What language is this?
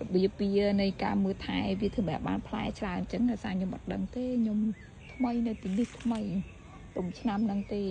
Khmer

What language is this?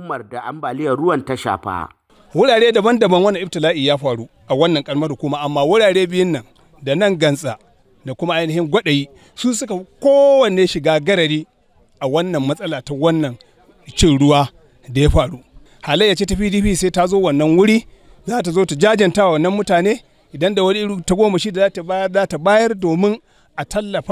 Hausa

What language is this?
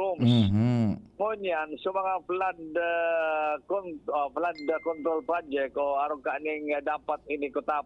Bikol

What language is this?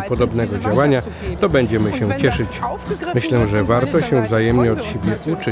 Polish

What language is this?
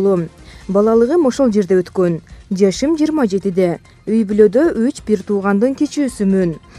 Kyrgyz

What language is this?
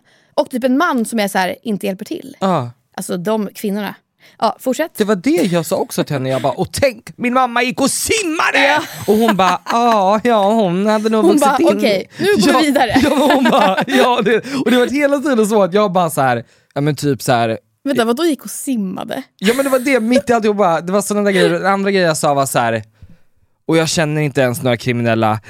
Swedish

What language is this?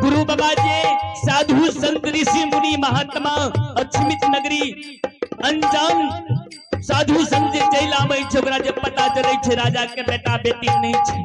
Maithili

